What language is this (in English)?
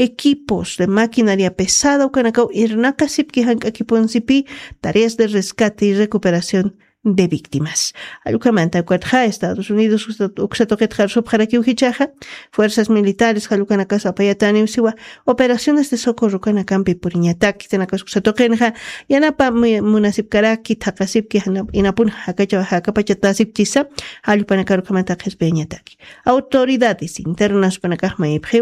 Aymara